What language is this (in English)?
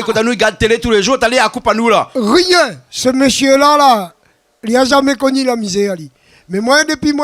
Réunion Creole French